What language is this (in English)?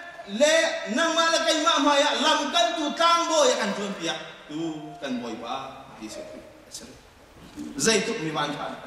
Hakha Chin